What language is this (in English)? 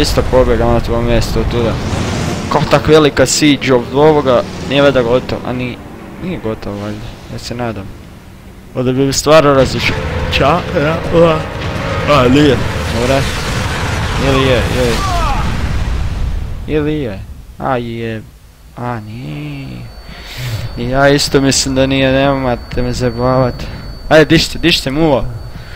Croatian